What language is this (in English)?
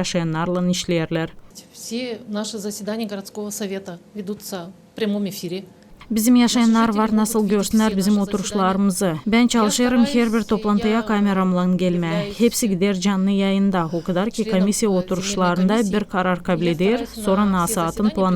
Gagauz